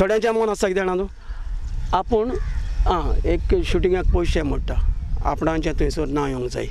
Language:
Konkani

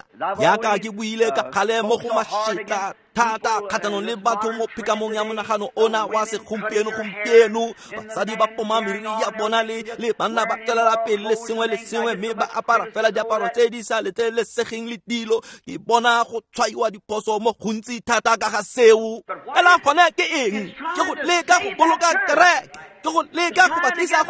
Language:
Tswana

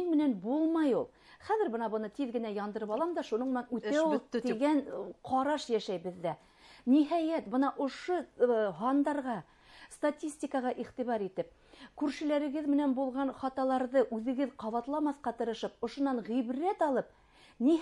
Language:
Bashkir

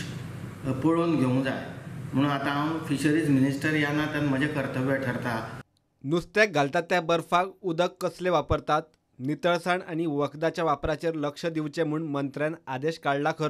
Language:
Konkani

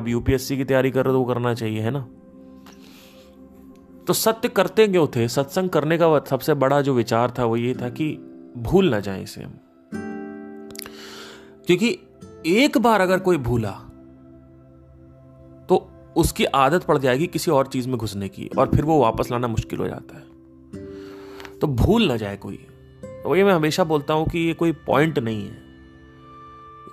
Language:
Hindi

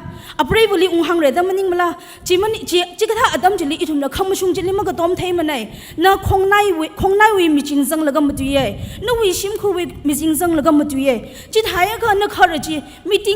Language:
Tangkhul Naga (India)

